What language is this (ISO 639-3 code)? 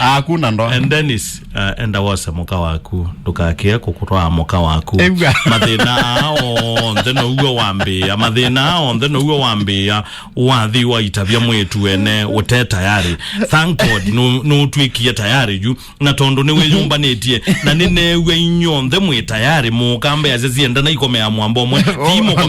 kam